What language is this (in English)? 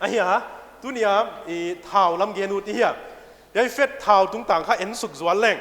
Paite Chin